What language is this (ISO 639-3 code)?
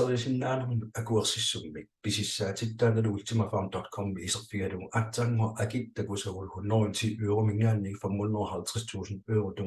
kal